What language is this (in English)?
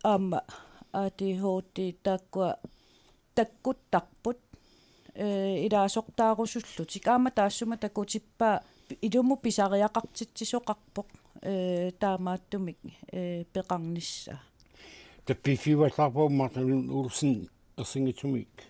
Kalaallisut